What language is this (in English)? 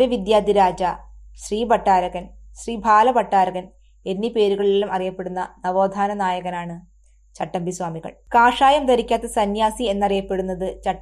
Malayalam